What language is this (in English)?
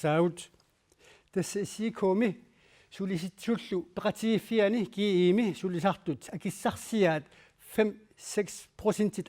Kalaallisut